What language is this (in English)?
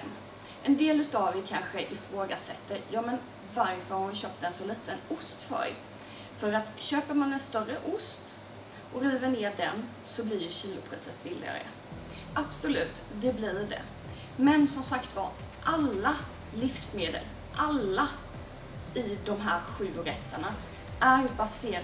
Swedish